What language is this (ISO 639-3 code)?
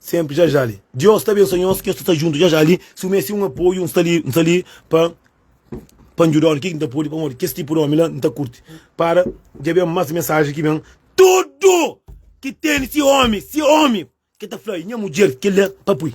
kea